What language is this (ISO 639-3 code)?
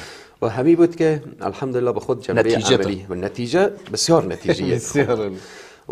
fas